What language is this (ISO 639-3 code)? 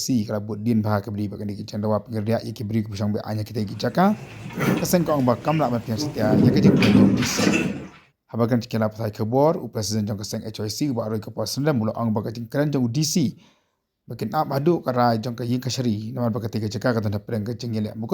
kha